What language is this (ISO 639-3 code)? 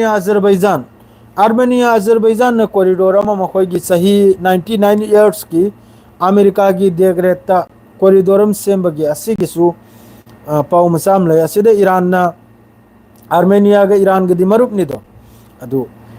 mni